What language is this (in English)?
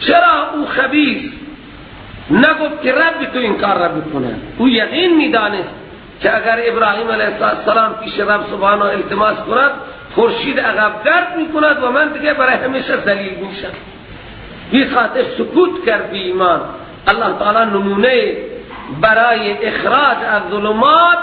Persian